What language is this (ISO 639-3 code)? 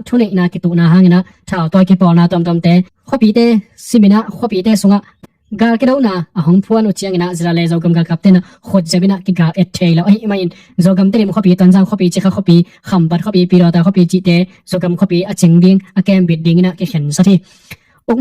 ctd